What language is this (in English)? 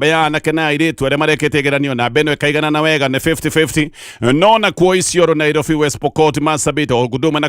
Kikuyu